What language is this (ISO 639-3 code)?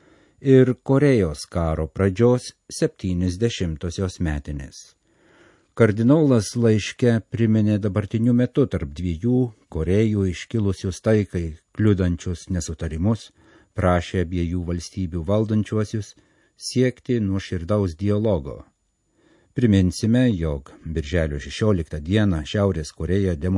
lit